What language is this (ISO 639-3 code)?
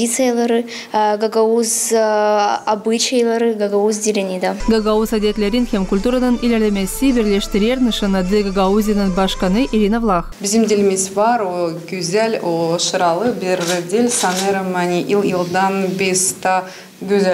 gag